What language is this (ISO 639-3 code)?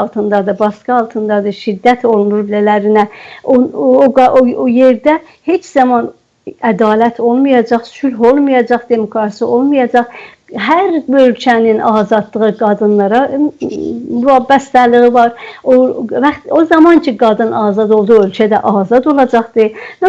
azb